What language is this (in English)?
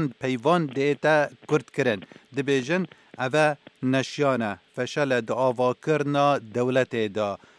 Kurdish